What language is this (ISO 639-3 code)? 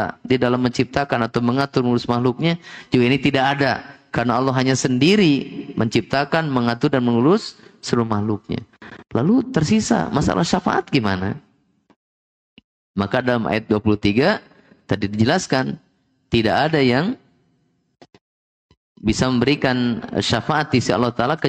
ind